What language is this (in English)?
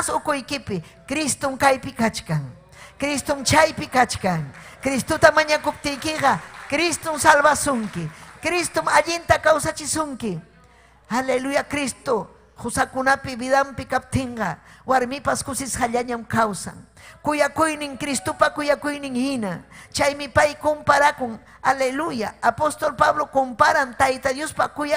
Ayacucho Quechua